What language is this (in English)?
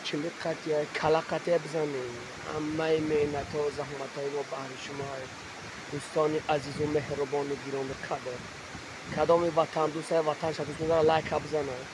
Tajik